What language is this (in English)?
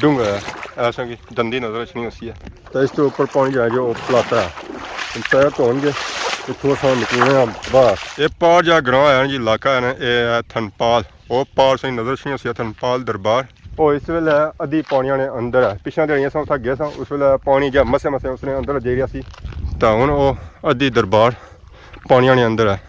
Pahari-Potwari